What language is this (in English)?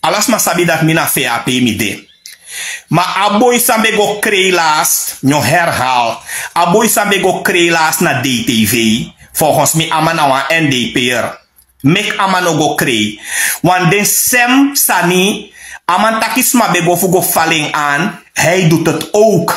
Sranan Tongo